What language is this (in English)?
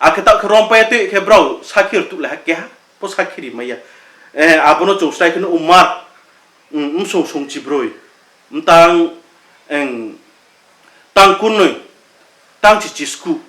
Riang (India)